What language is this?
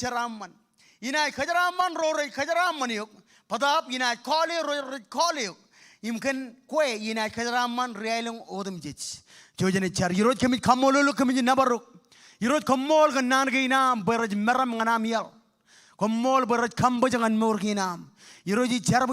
Marshallese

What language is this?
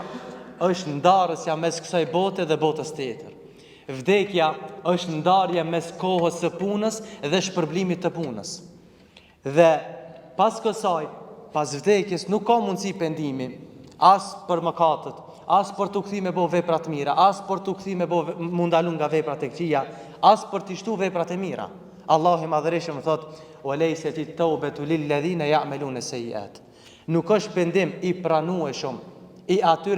Albanian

